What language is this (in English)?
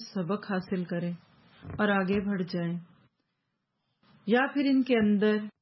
Urdu